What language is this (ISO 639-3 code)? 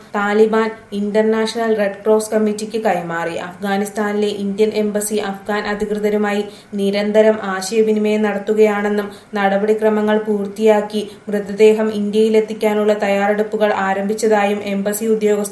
mal